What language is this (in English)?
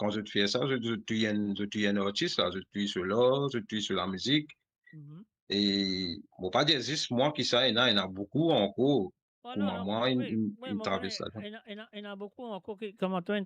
Morisyen